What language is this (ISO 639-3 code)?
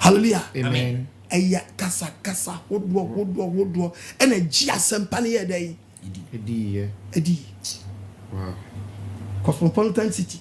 aka